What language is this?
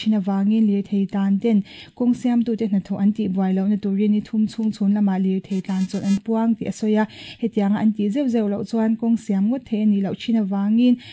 Mizo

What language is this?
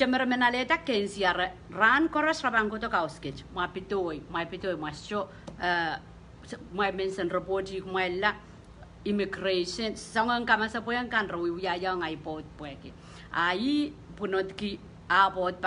Pohnpeian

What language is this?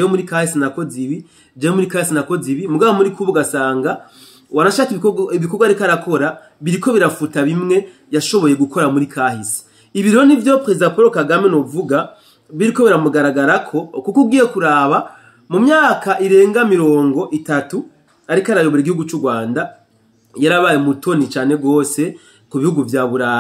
Rundi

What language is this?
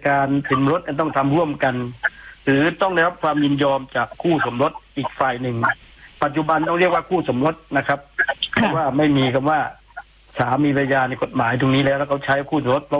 Thai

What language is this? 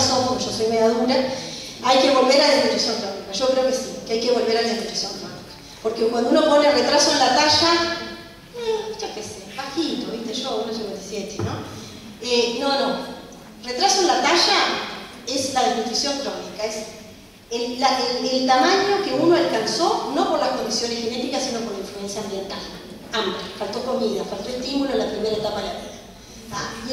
Spanish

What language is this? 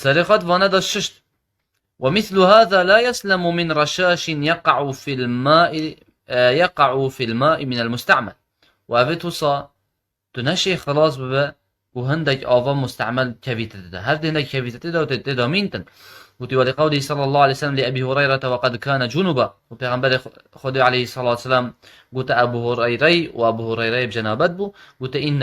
Kurdish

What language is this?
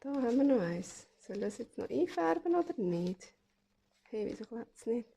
Swiss German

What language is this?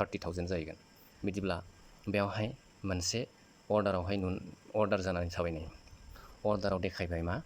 Bodo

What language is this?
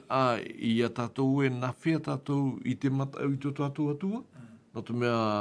Tahitian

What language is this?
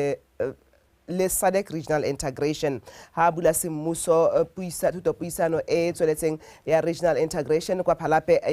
Tswana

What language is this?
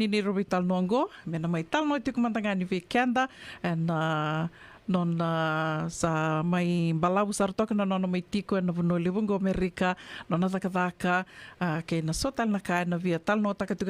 Fijian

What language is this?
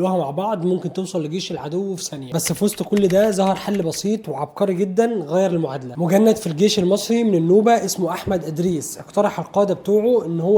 Egyptian Arabic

